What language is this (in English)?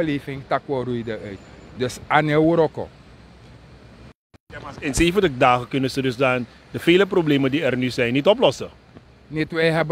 Dutch